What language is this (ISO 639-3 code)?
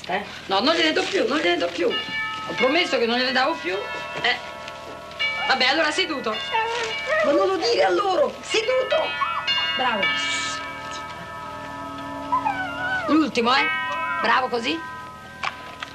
ita